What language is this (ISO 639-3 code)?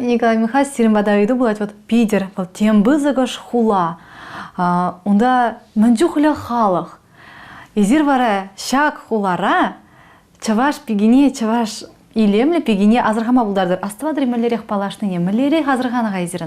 chv